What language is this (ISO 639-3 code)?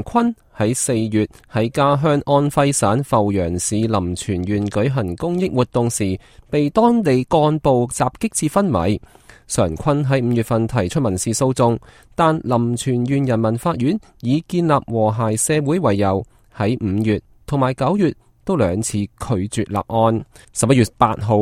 yue